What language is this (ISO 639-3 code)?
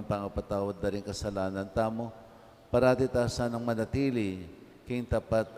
pam